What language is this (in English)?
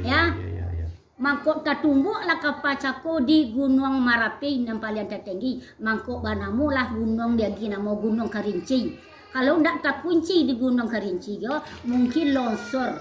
Minangkabau